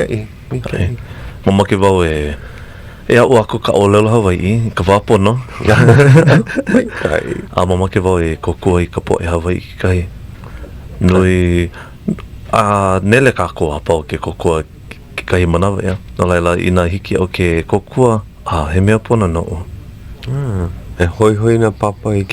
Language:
Hawaiian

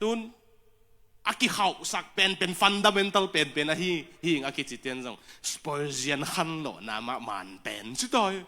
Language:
Tedim Chin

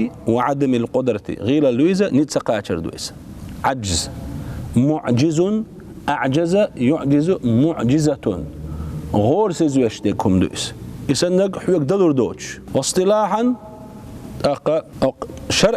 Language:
Chechen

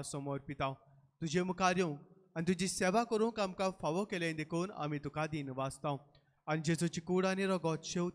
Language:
Konkani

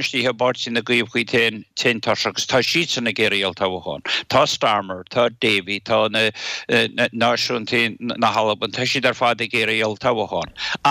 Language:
Irish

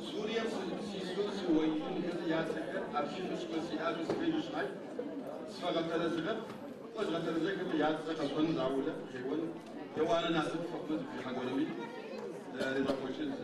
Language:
Adyghe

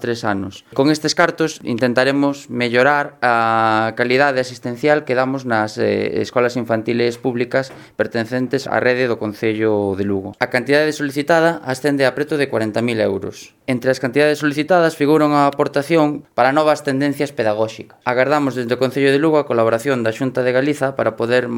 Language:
Galician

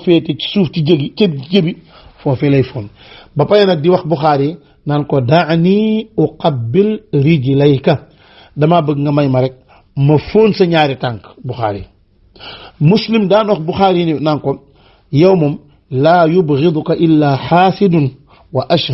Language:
Wolof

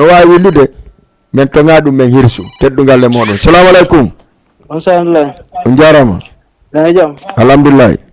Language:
Fula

